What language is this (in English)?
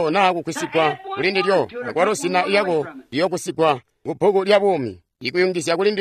Tonga (Zambia)